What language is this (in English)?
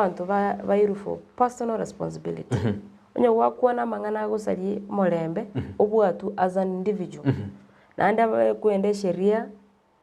Gusii